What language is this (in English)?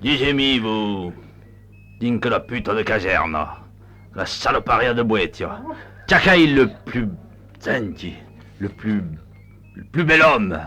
Occitan